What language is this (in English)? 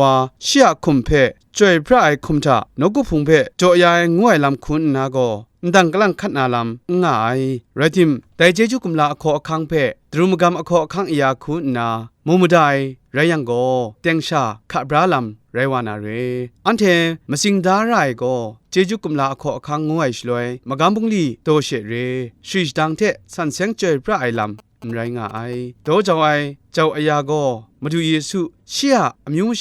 Kachin